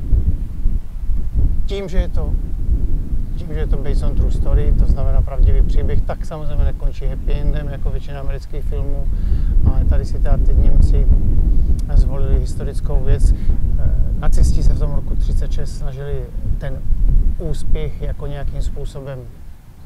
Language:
Czech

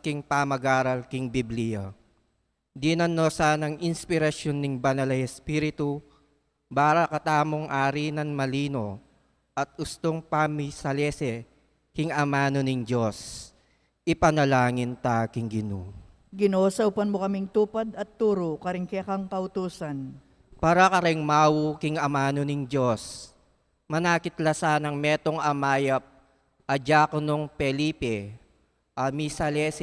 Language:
Pampanga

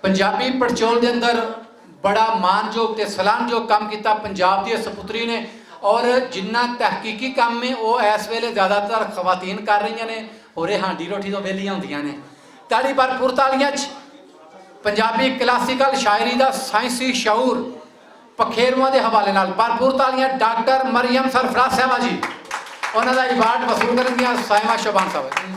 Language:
Western Panjabi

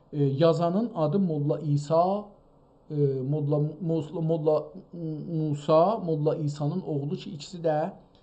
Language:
South Azerbaijani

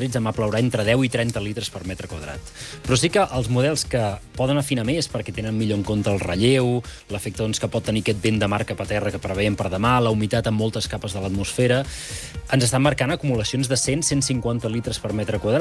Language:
Catalan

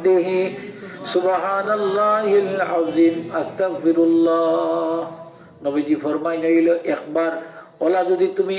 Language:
Sylheti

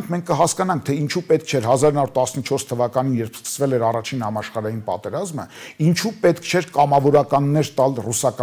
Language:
Armenian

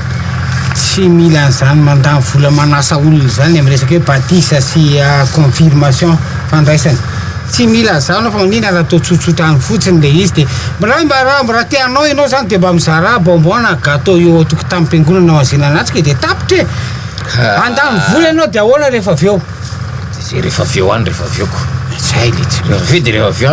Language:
Malagasy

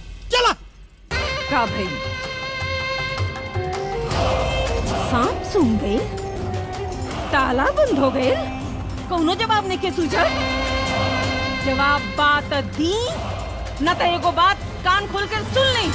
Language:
Bhojpuri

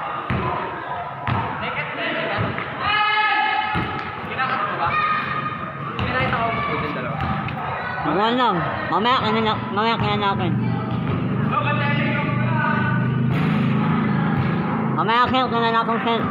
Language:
Filipino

